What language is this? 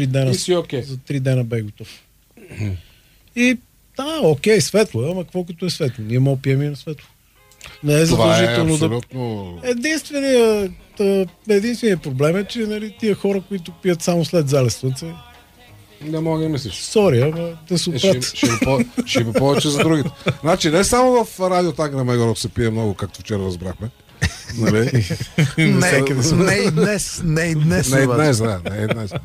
Bulgarian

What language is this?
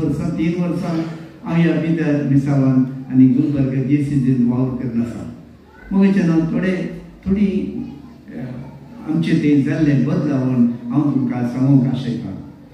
Konkani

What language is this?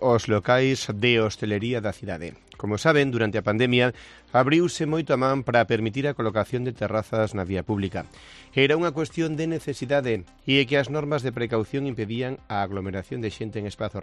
Galician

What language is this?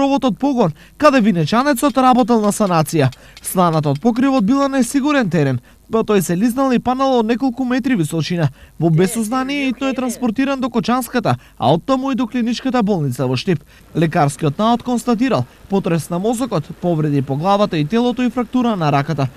Macedonian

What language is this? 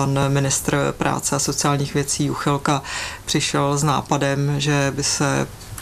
Czech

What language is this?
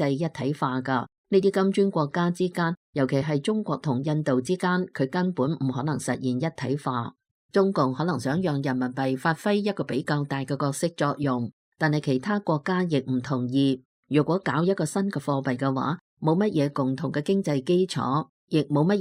Cantonese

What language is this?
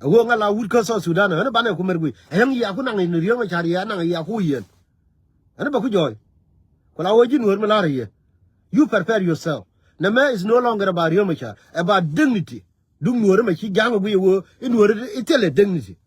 Nuer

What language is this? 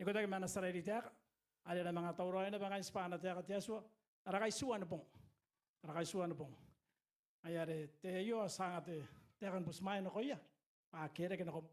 Gilbertese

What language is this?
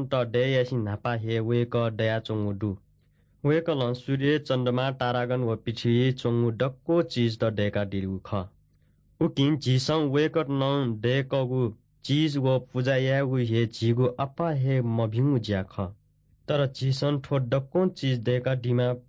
Newari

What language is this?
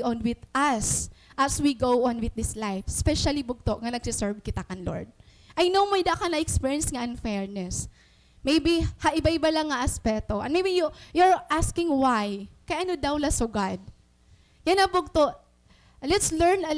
Waray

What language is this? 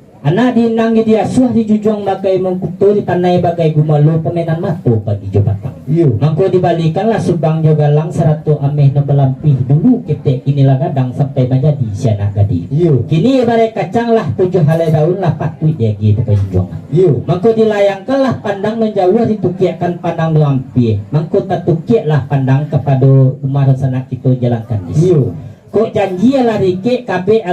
Minangkabau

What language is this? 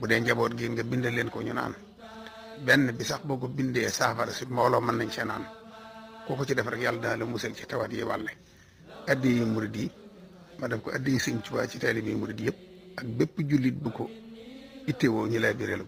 Wolof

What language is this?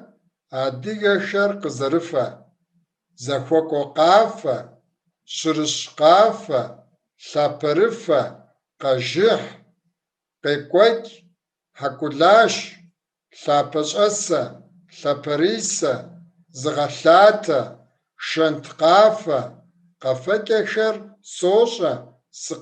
Kabardian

